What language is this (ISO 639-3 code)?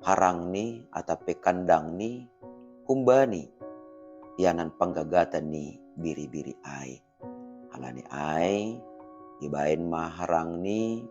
bts